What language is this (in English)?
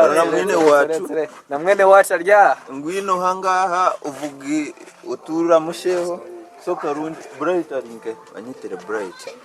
Nyankole